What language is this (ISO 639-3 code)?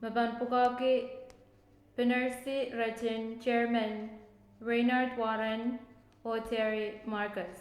pon